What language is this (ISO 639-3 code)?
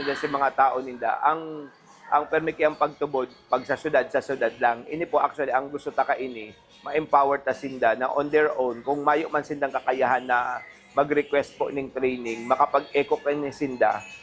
bik